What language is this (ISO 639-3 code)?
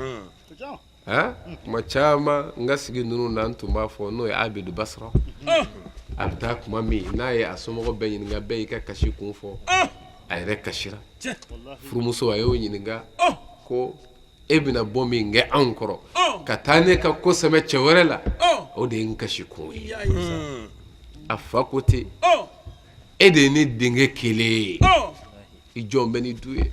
bam